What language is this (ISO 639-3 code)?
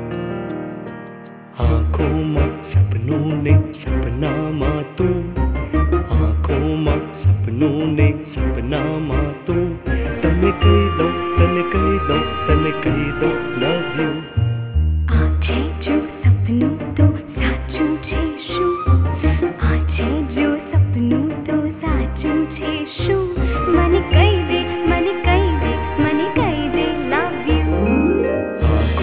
guj